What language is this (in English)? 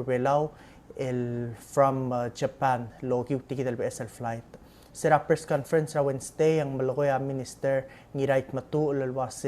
Palauan